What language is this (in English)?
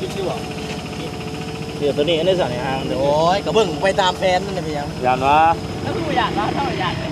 Northeastern Thai